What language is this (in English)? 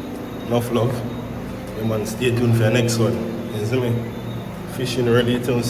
Jamaican Creole English